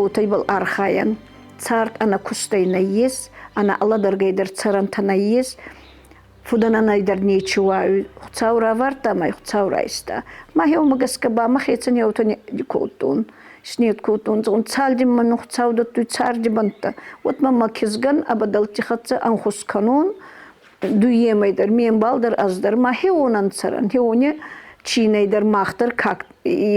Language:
Ossetic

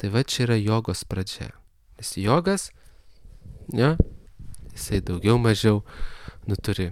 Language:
Lithuanian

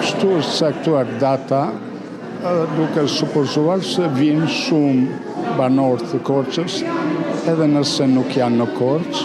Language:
Albanian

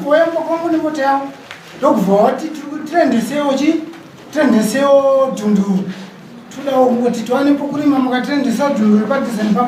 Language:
Shona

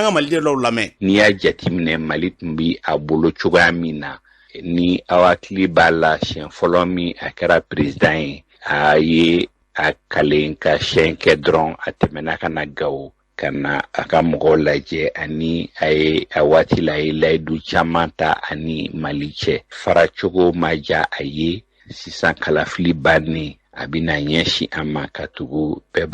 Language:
Bambara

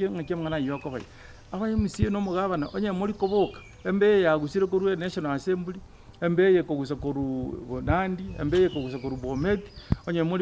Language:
Gusii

